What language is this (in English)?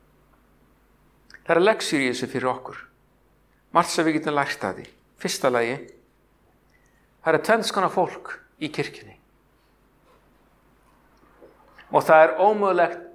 Icelandic